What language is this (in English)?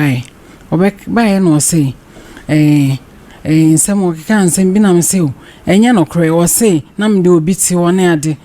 Akan